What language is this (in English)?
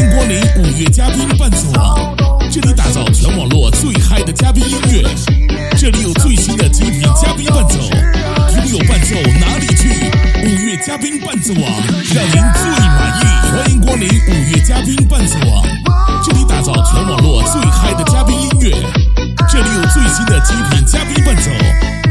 Chinese